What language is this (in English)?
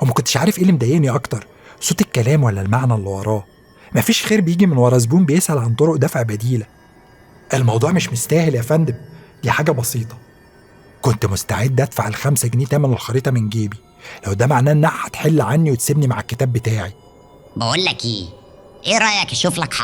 Egyptian Arabic